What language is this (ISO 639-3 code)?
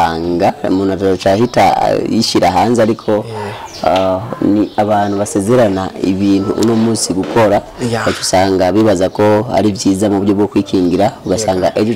run